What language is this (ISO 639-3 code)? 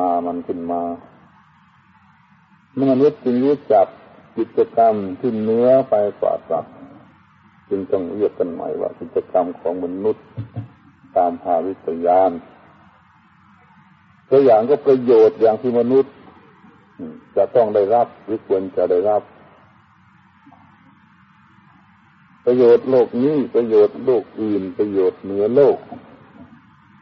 tha